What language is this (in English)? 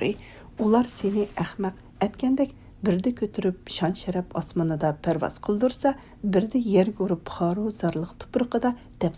Uyghur